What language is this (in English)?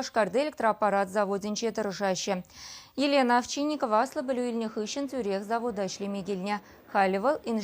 Chuvash